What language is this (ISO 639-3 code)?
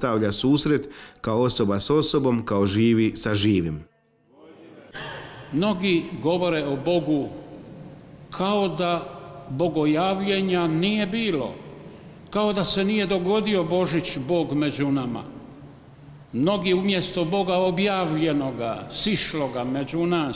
hrv